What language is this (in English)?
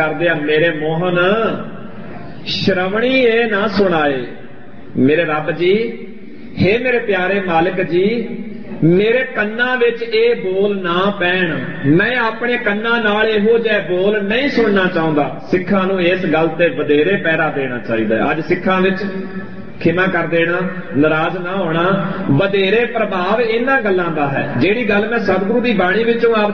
Punjabi